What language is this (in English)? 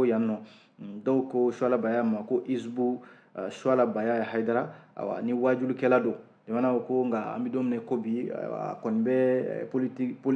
Bambara